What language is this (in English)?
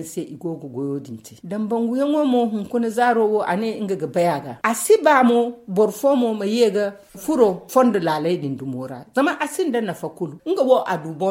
Zarma